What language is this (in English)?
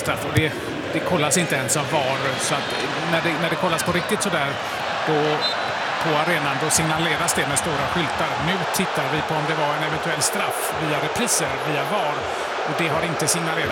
Swedish